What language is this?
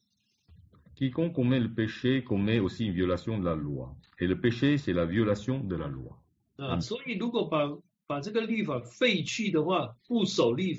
Chinese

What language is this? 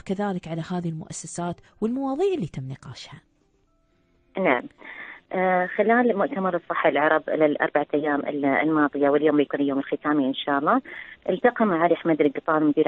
Arabic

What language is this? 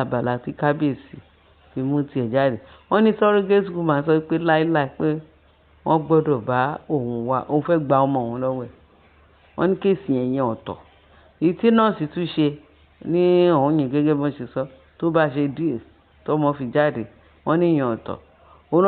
Yoruba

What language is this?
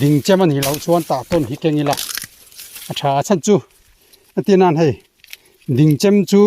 Mizo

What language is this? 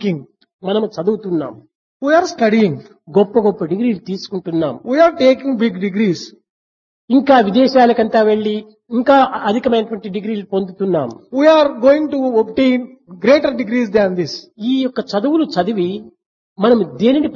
Telugu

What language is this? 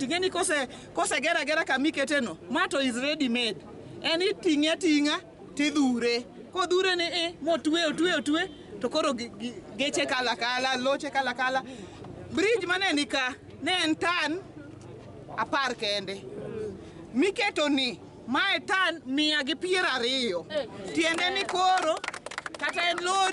Luo (Kenya and Tanzania)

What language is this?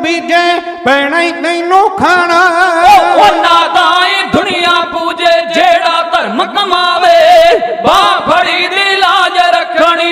Punjabi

